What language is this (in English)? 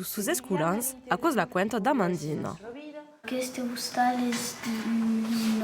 Occitan